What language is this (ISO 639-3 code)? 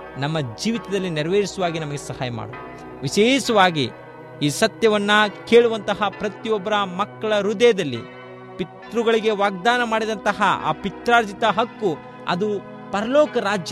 kan